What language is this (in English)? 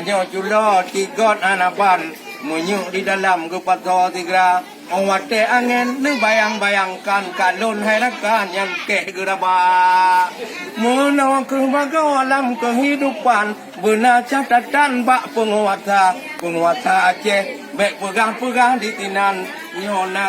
Achinese